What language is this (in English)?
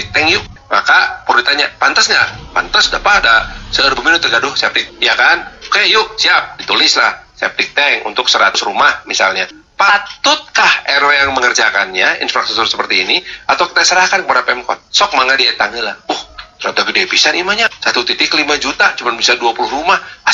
Indonesian